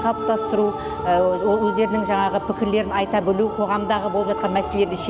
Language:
Kazakh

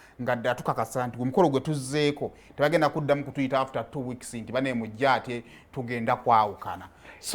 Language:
Ganda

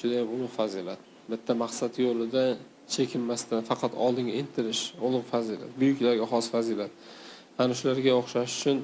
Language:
Uzbek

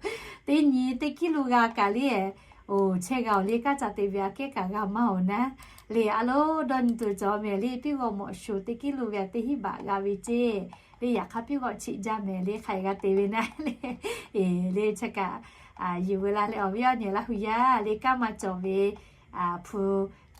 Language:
Lahu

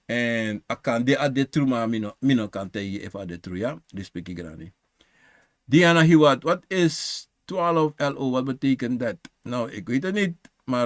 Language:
Sranan Tongo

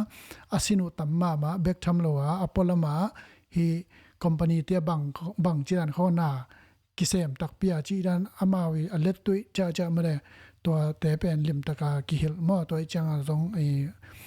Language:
Tedim Chin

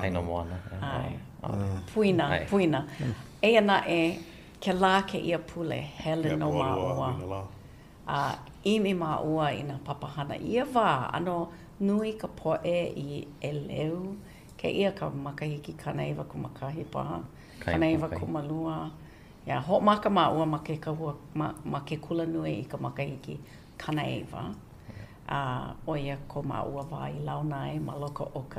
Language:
Hawaiian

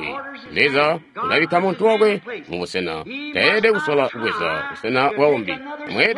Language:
Tonga (Zambia)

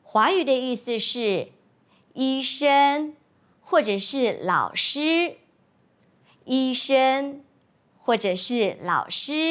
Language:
Hakka Chinese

